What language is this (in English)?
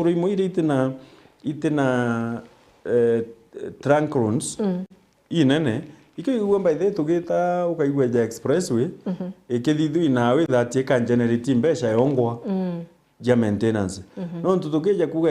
Meru